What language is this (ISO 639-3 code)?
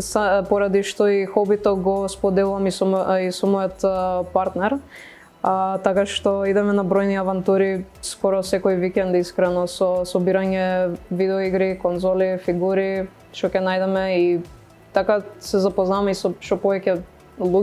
mkd